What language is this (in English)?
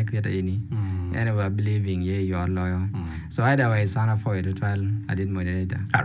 Acoli